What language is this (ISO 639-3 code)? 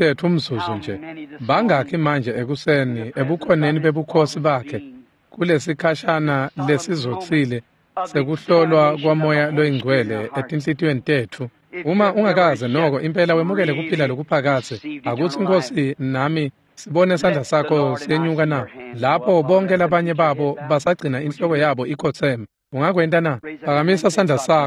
ssw